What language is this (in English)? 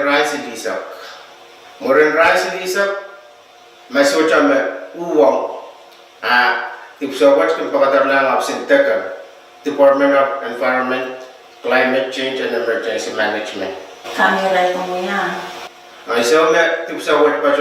Pohnpeian